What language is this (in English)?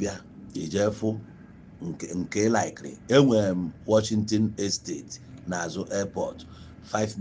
Igbo